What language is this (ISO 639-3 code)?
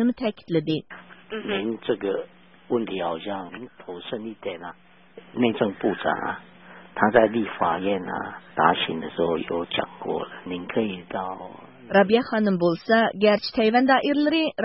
uig